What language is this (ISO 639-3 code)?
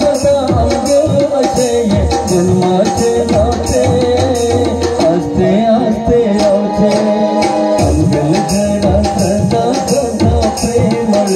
kok